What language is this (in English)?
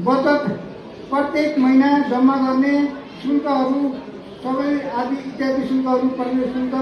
Nepali